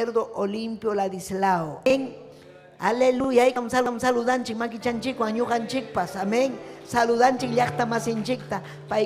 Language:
Ayacucho Quechua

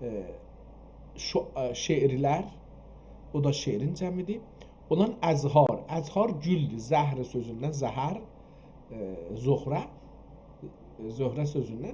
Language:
South Azerbaijani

